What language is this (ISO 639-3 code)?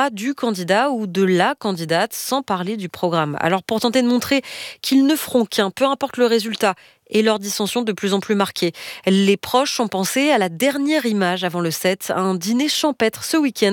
fra